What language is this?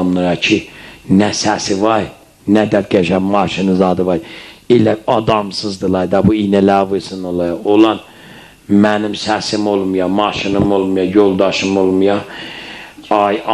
South Azerbaijani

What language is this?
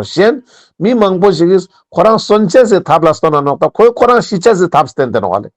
Ladakhi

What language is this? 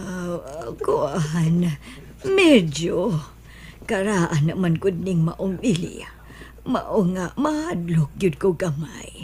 Cebuano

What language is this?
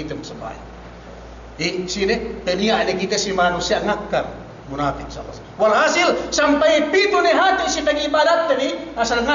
Yakan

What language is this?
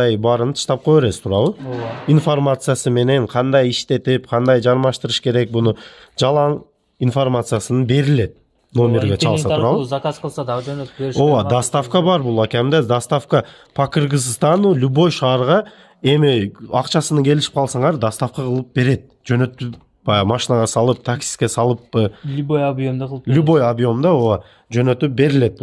Kyrgyz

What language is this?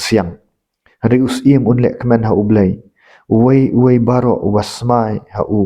Khasi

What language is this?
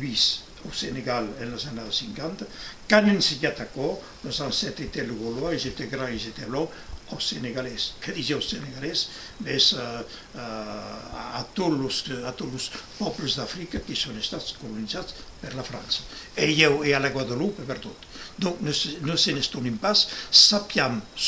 Occitan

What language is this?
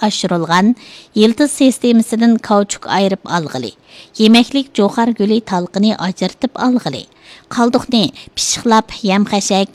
Uyghur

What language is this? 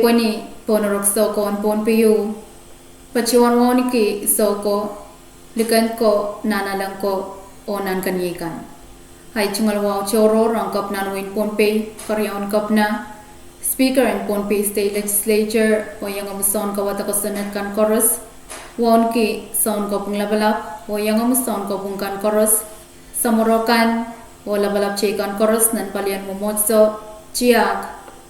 Pohnpeian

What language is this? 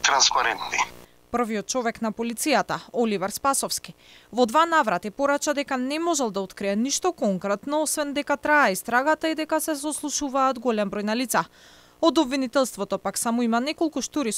Macedonian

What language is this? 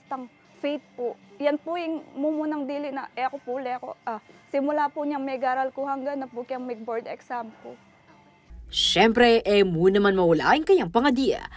Pampanga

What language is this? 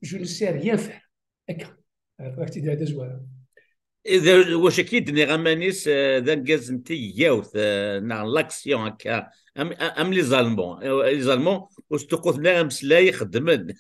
Kabyle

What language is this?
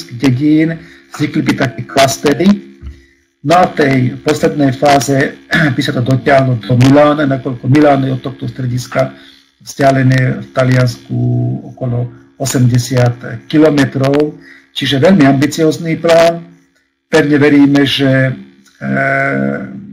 Slovak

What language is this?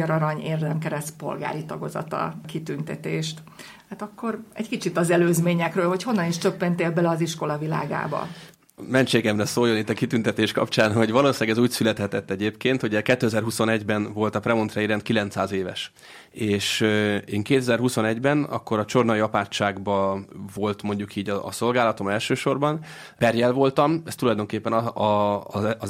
Hungarian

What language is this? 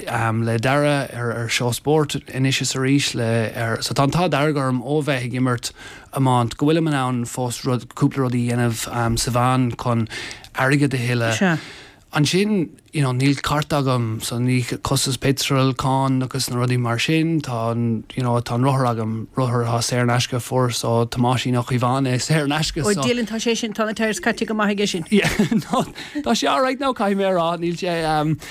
Irish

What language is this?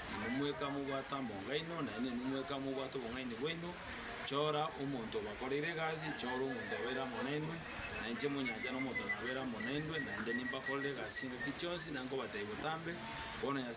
Gusii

